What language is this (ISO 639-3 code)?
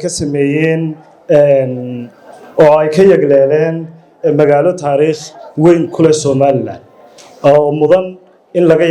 som